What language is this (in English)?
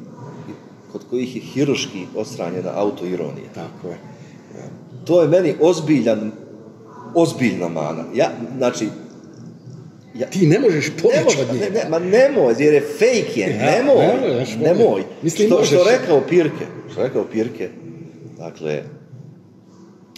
Bosnian